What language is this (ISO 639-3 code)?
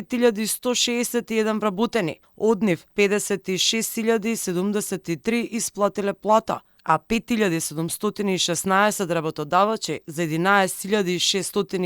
mkd